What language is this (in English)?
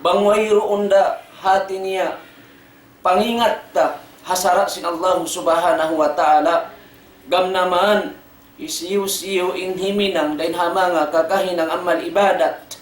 Tausug